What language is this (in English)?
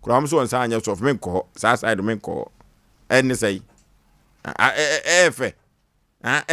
Akan